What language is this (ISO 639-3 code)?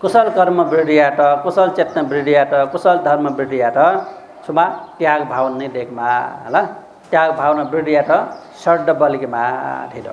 new